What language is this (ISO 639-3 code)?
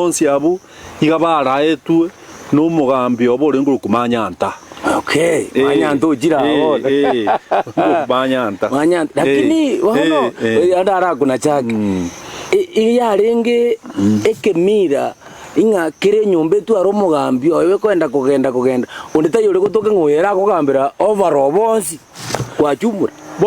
guz